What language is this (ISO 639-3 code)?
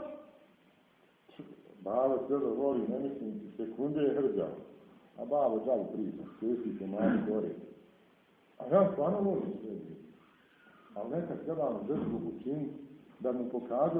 bos